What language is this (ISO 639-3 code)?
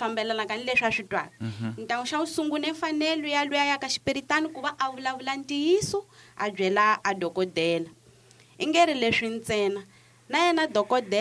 tso